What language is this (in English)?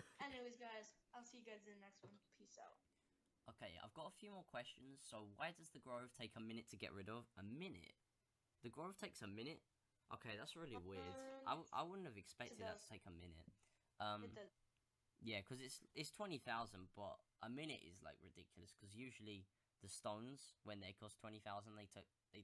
English